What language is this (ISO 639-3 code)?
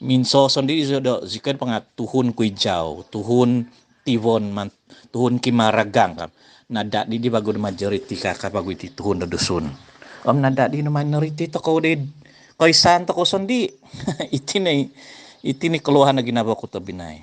dtp